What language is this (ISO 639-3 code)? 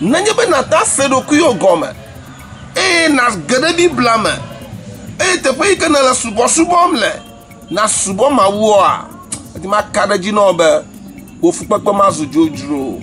ewe